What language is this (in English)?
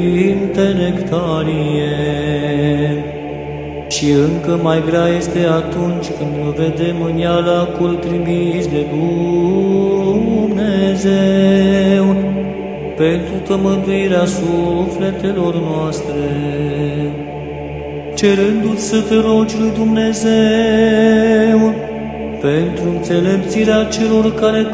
Romanian